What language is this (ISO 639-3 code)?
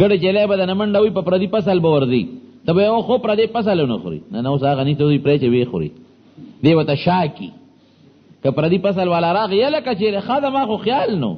pus